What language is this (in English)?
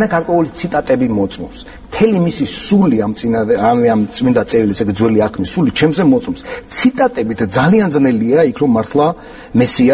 Georgian